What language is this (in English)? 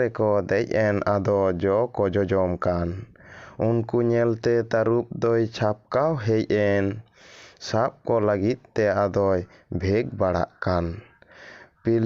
Santali